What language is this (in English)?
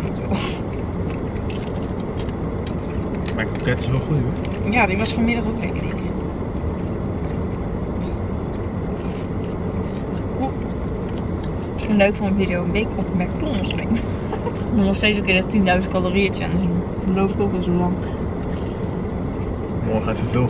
Dutch